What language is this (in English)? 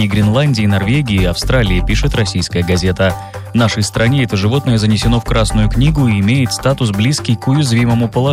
Russian